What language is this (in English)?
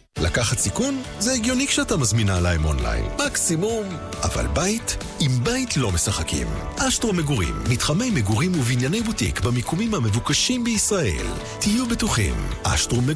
Hebrew